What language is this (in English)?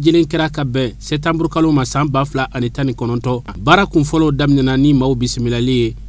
Bambara